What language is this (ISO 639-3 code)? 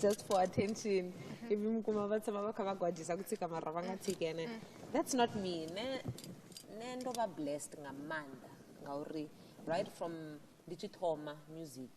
ven